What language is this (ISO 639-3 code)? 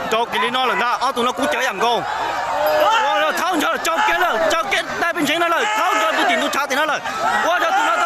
hmn